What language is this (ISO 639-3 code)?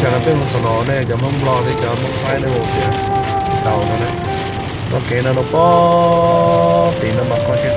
hmn